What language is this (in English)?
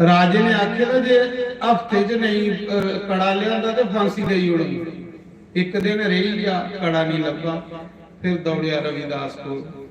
Dogri